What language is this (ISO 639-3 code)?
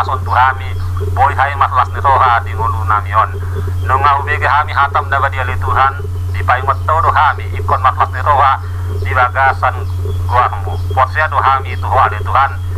bbc